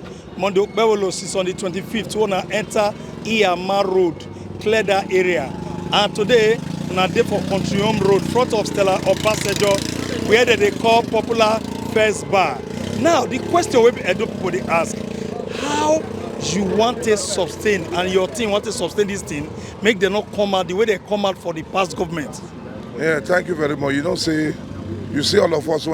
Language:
Nigerian Pidgin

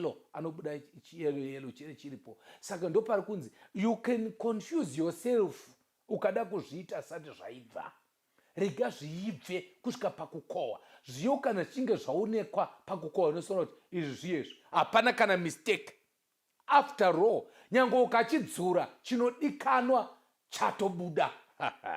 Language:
Shona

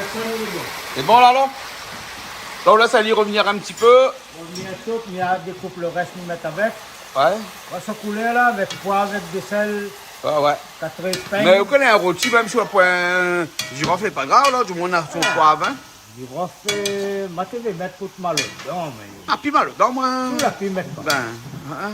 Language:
Réunion Creole French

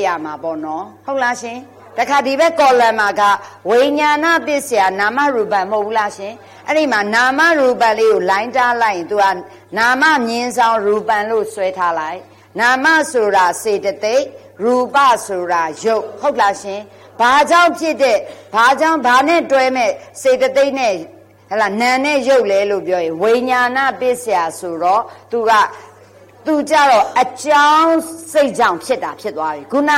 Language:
Burmese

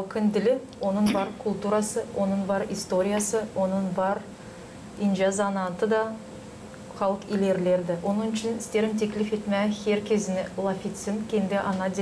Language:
Gagauz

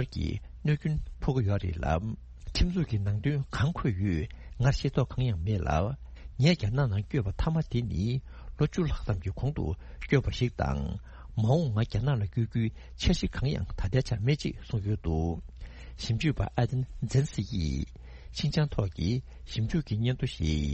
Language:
Tibetan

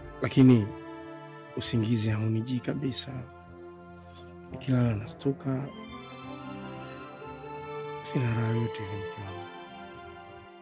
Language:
Swahili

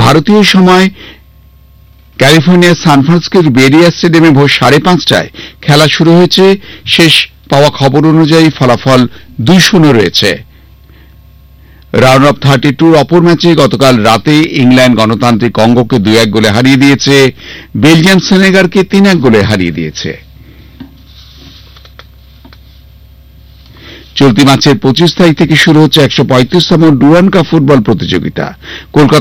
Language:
Bangla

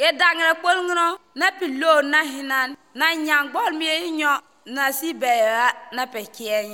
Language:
Lithuanian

